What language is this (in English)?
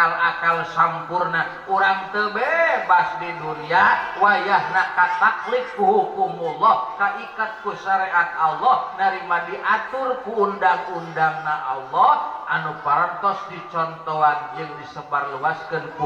Sundanese